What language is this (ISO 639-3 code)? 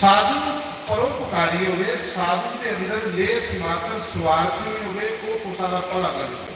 doi